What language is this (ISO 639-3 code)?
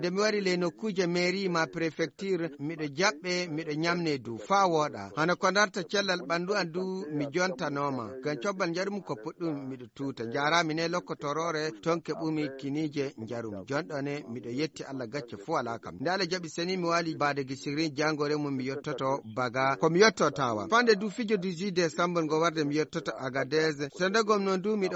ful